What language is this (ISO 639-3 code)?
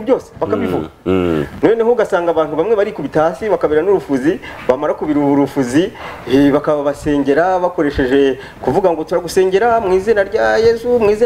kin